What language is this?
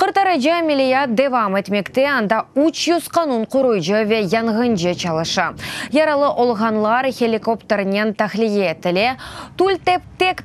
Crimean Tatar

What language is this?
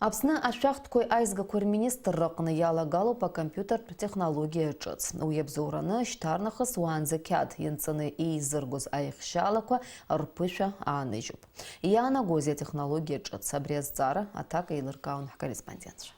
Abkhazian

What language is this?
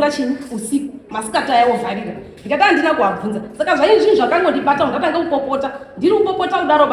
Shona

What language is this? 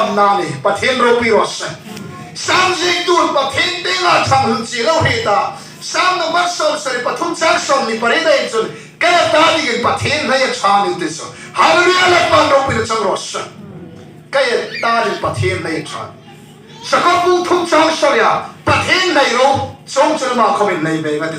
Hmar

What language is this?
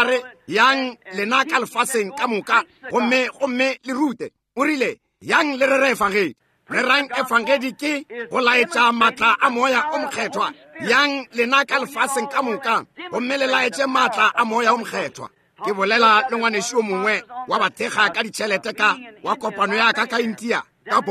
Northern Sotho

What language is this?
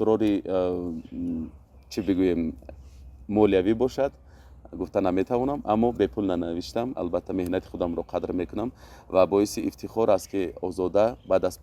Tajik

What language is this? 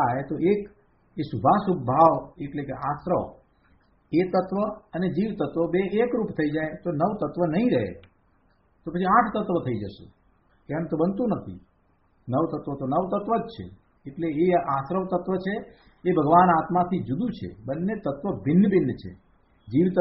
Gujarati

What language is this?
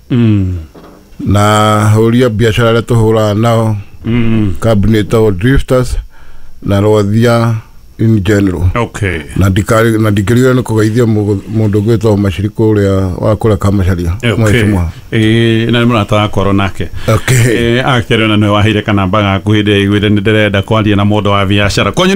Kikuyu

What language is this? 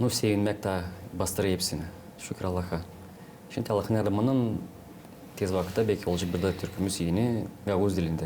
Gagauz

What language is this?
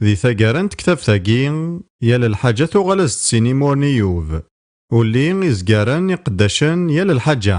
Kabyle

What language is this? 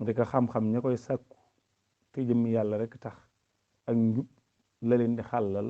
Wolof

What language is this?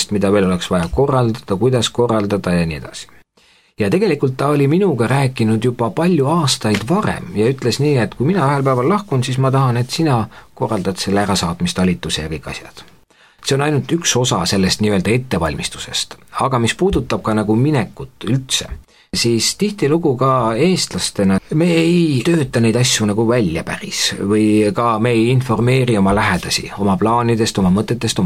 Estonian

